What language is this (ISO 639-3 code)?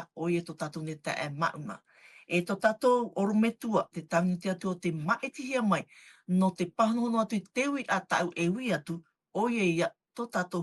tah